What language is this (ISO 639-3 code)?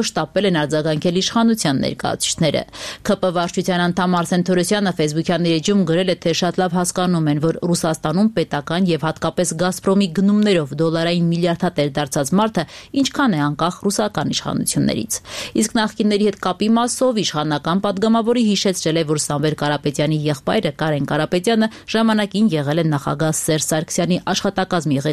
hye